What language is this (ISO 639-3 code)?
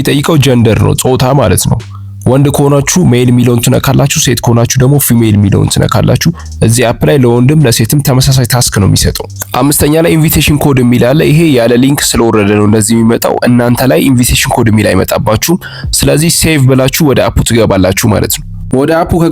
amh